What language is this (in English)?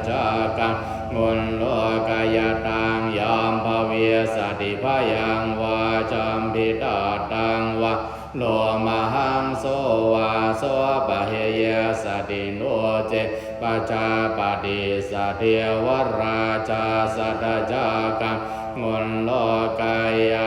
Pali